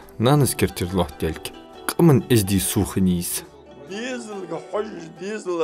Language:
Ingush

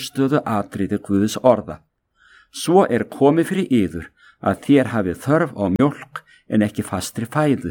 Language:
Icelandic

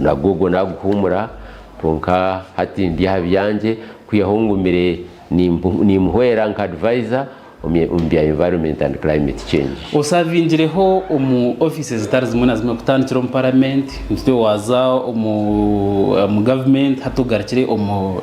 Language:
Nyankole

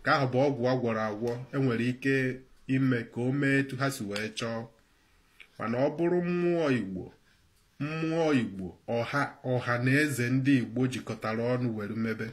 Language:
Igbo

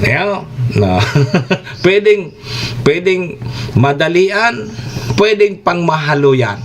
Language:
Bikol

